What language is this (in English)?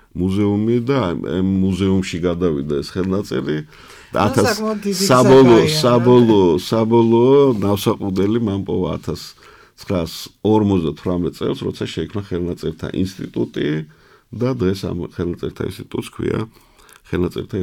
Georgian